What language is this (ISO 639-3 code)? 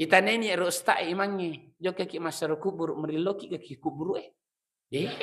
bug